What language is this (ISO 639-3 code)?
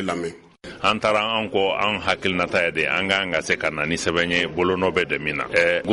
bam